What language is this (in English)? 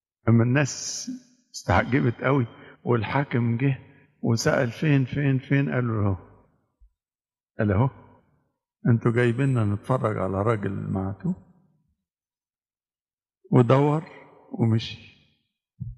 Egyptian Arabic